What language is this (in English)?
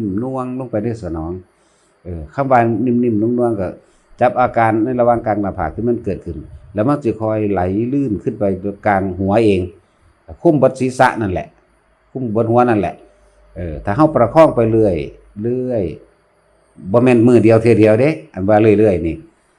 Lao